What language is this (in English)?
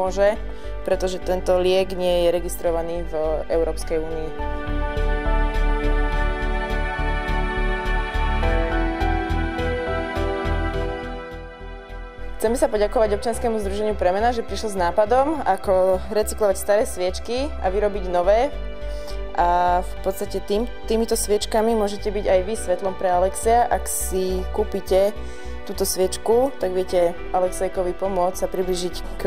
Slovak